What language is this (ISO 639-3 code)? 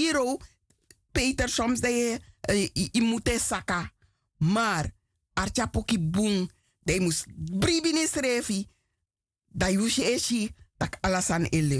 srn